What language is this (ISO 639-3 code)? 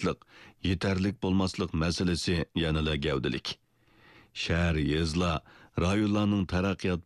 uig